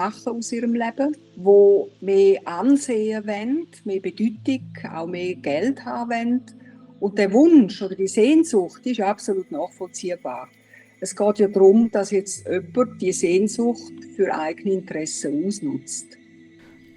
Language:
Swiss German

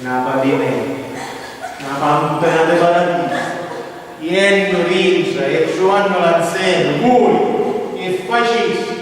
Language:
Sicilian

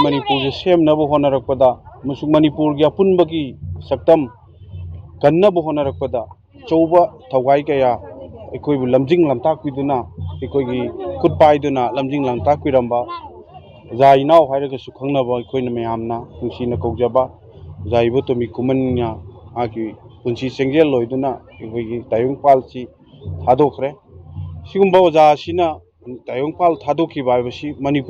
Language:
Manipuri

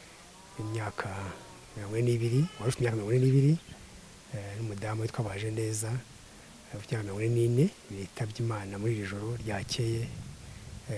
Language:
Kinyarwanda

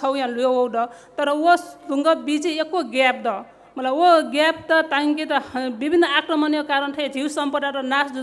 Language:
Newari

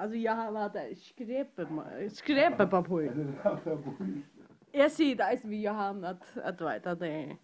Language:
Faroese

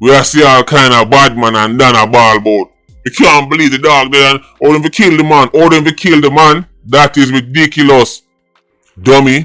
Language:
Jamaican Creole English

